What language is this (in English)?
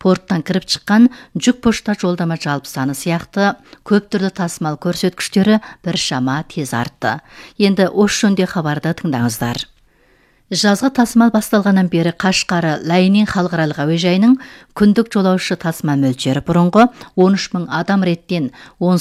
Kazakh